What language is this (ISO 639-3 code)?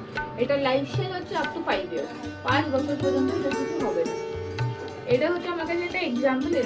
ben